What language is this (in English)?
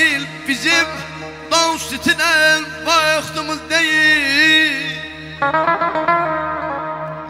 Azerbaijani